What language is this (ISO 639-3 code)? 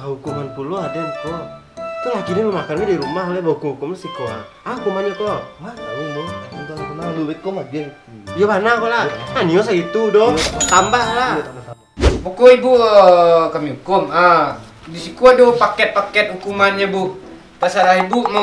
min